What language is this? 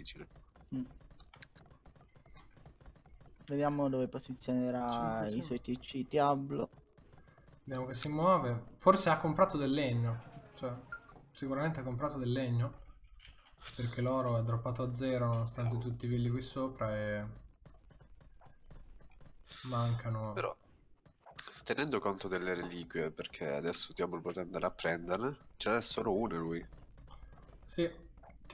Italian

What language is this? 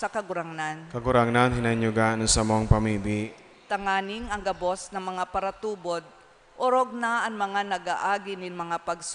Bikol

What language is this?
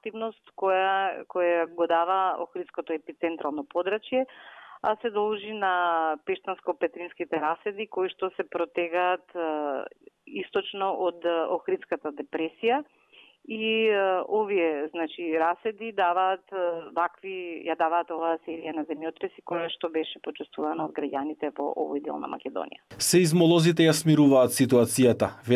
Macedonian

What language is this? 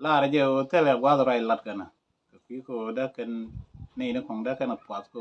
Nuer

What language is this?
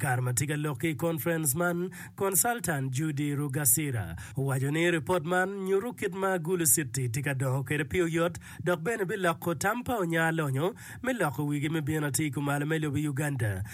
Acoli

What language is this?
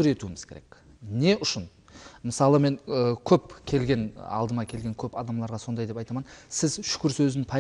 Kara-Kalpak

